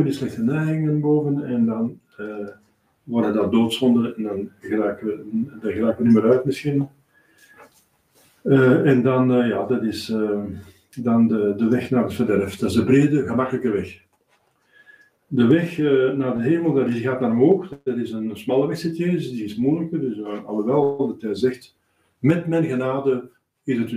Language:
Dutch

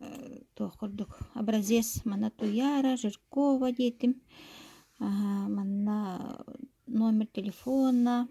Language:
Yakut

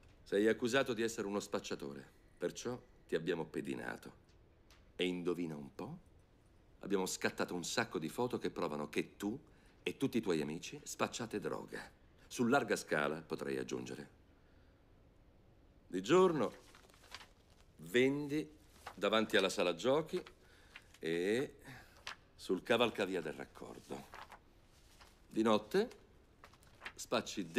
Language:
Italian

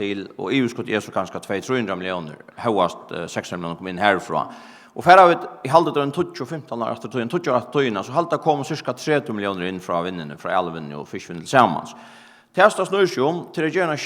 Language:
Faroese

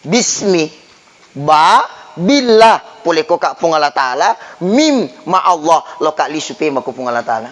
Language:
Buginese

